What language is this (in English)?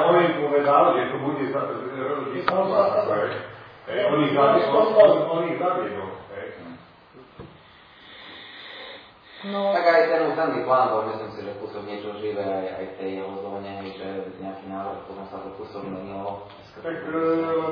Slovak